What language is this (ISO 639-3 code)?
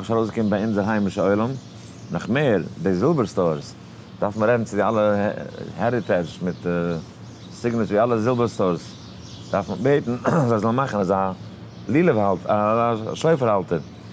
yid